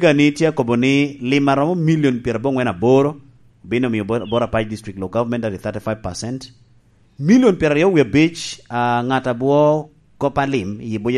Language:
Lango (Uganda)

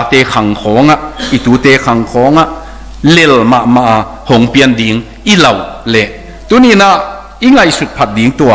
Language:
Tedim Chin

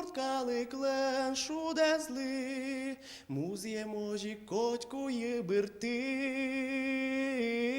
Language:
Udmurt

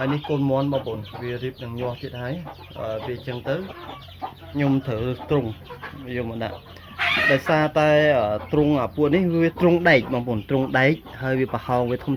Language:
Khmer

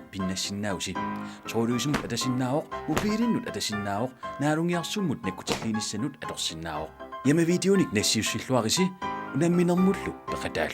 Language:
Kalaallisut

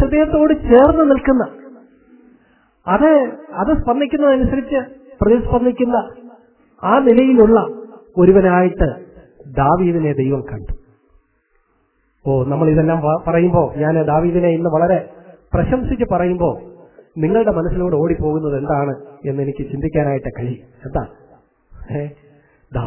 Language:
Malayalam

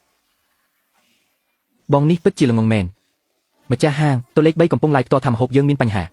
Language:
Khmer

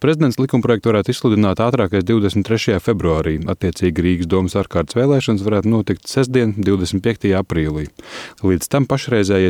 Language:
Latvian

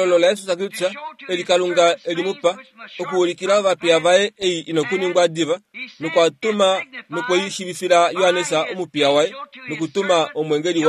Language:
Kuanyama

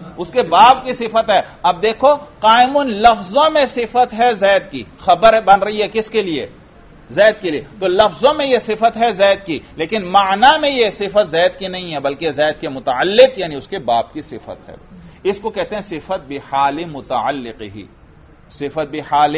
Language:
Urdu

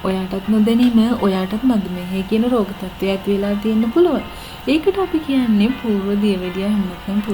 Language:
Sinhala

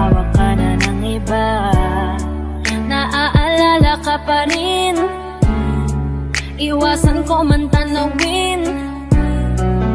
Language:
Filipino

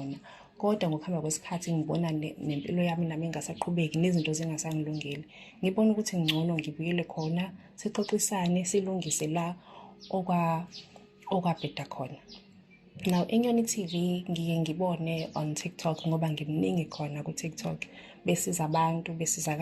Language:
Zulu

